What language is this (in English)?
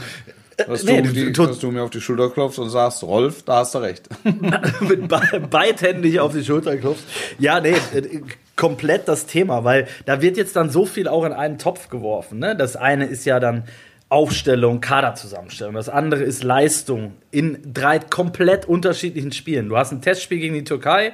German